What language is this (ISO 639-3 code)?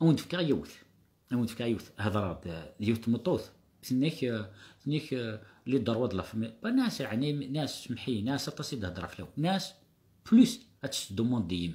kab